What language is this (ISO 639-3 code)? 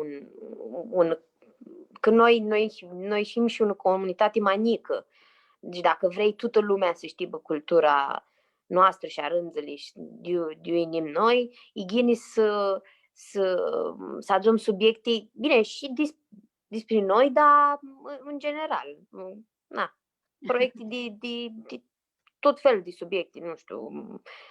rup